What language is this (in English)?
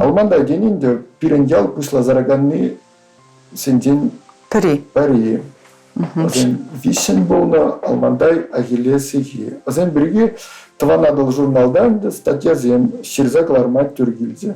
Chuvash